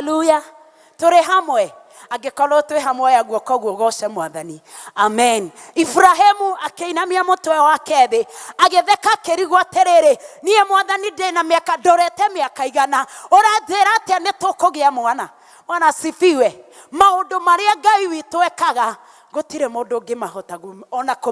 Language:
Kikuyu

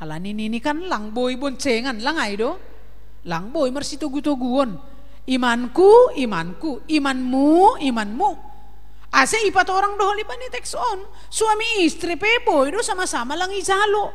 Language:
Batak Simalungun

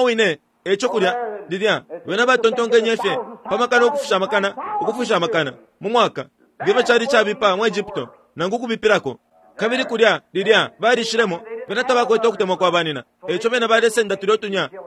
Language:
Bemba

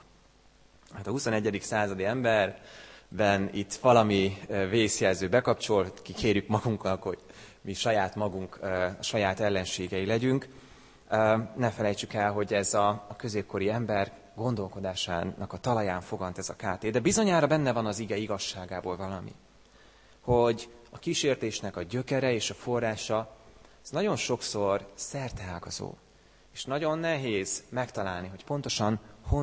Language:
Hungarian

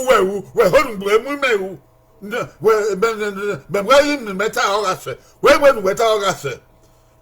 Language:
Bini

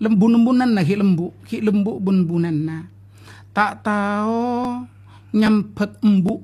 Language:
Madurese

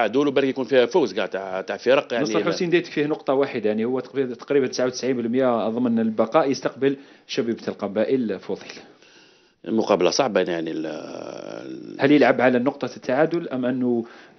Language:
Algerian Arabic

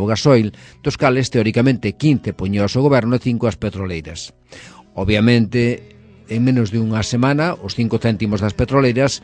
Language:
Galician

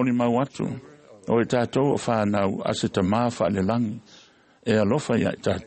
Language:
Samoan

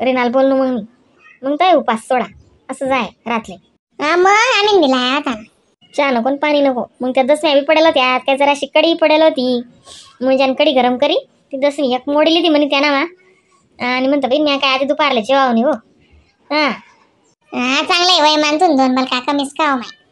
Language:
Khandesi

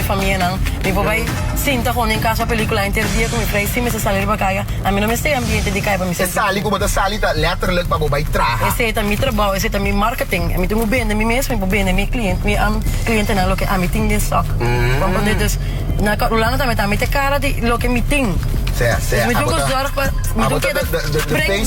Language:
Papiamento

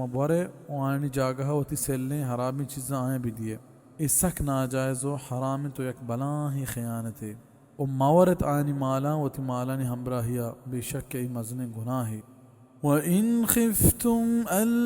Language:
Baluchi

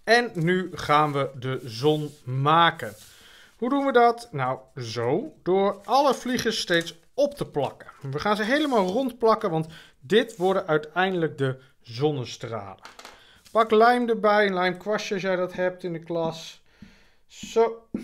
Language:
Dutch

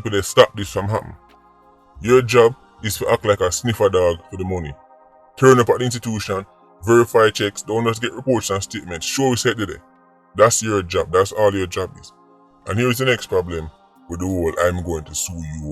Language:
Jamaican Creole English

